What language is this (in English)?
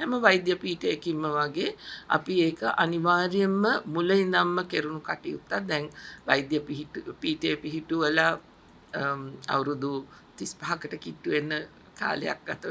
Sinhala